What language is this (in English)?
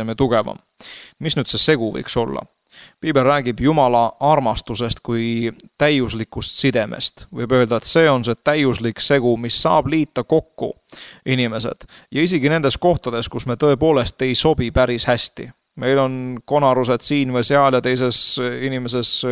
Estonian